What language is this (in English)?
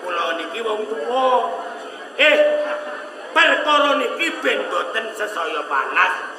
Javanese